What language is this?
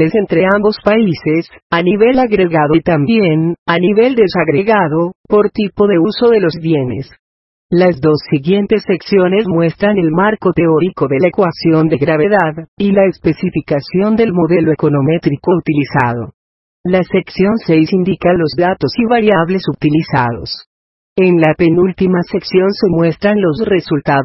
Spanish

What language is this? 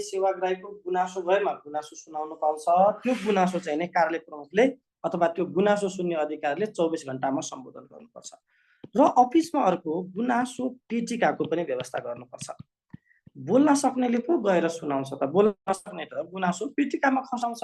Nepali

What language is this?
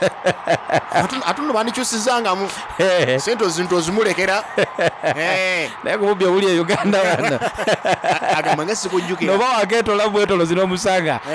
Soga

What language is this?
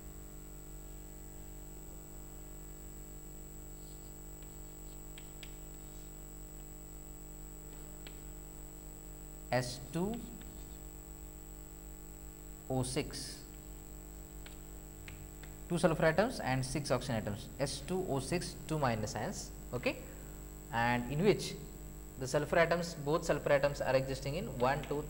English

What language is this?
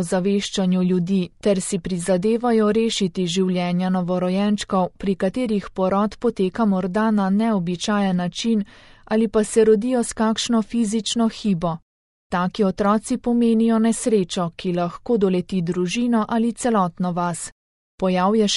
Slovenian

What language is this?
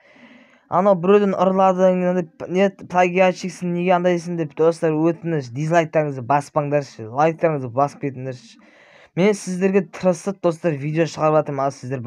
Kazakh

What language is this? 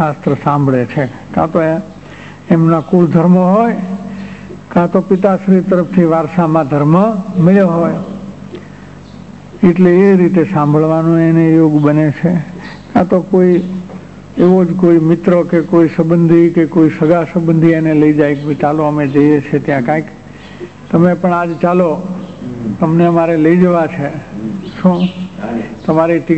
Gujarati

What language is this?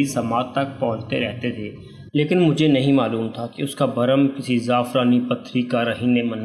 Urdu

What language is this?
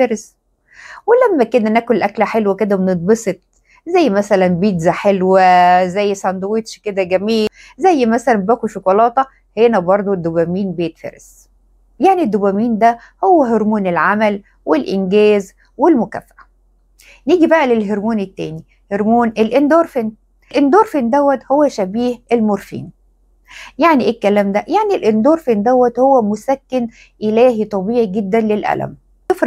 Egyptian Arabic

